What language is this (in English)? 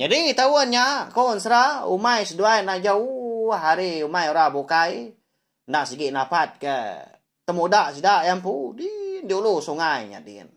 Iban